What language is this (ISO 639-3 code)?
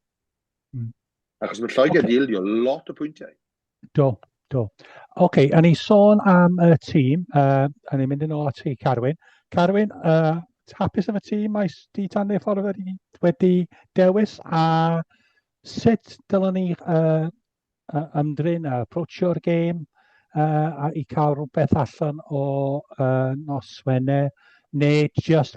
cym